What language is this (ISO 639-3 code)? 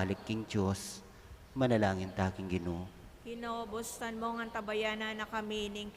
pam